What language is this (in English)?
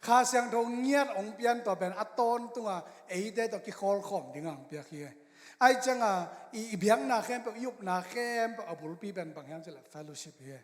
Tedim Chin